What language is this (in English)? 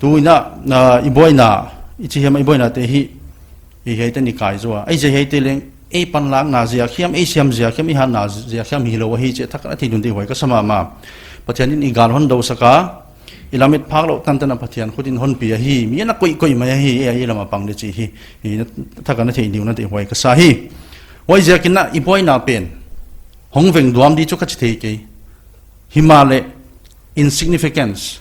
Paite Chin